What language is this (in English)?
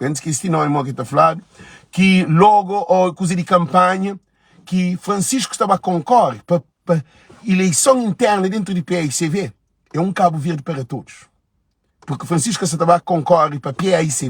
Kabuverdianu